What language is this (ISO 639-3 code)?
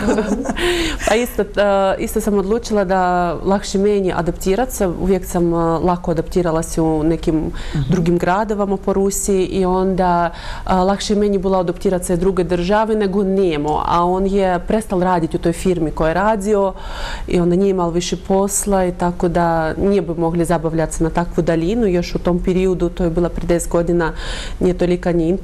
bos